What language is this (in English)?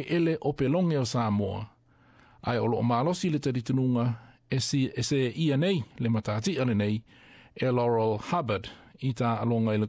Samoan